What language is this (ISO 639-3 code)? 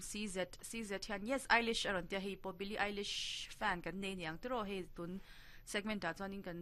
lus